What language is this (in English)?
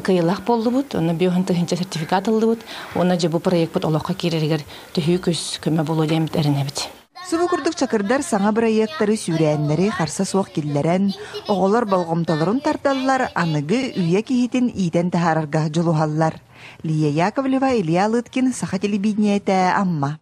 Yakut